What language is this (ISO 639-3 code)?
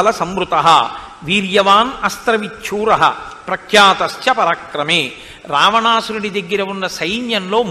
tel